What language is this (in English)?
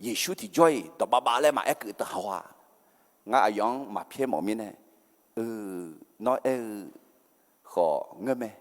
Akha